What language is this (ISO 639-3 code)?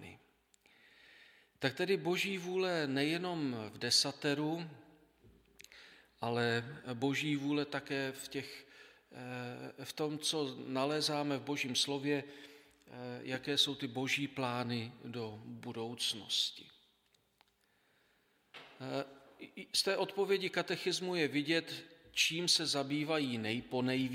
ces